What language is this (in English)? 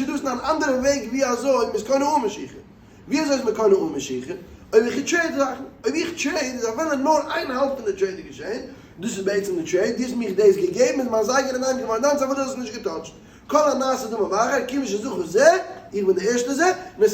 Yiddish